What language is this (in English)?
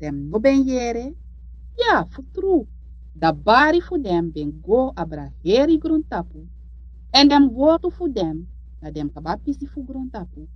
Sranan Tongo